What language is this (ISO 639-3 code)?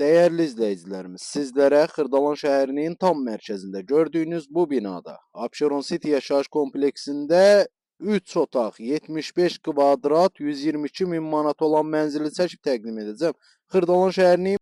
aze